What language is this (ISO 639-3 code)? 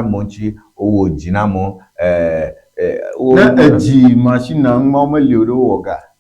ewe